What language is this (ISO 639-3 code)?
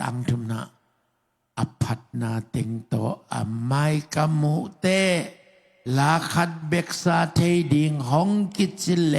ctd